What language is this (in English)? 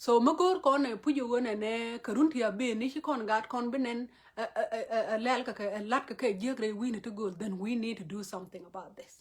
Nuer